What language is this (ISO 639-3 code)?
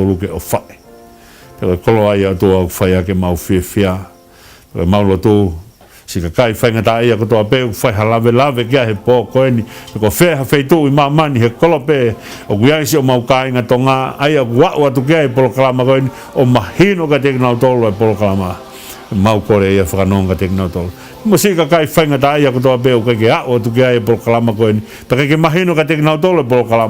ton